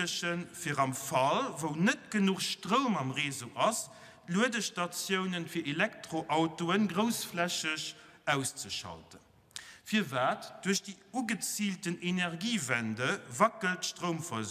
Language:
Luxembourgish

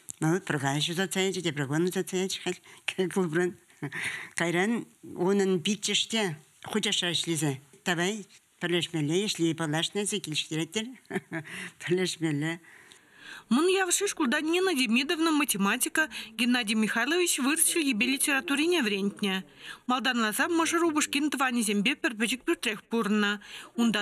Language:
Chuvash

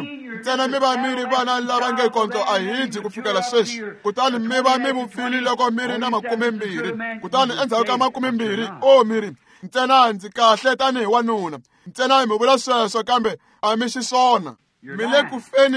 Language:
Tsonga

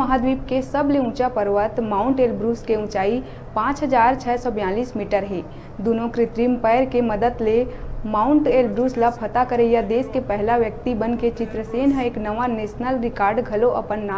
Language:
Chhattisgarhi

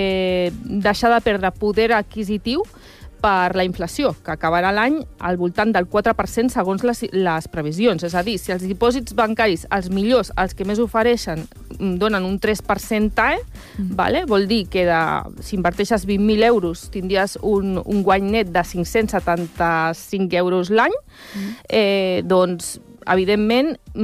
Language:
Catalan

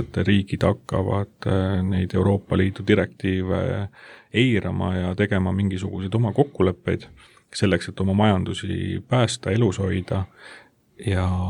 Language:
Estonian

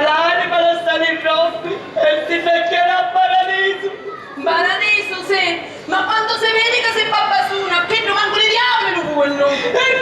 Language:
Sicilian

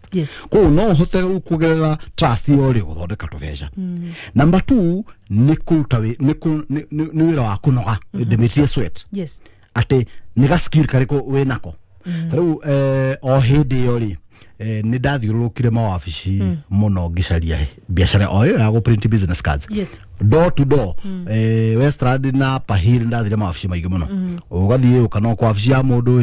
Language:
Kikuyu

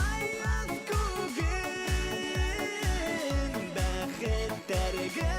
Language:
Bashkir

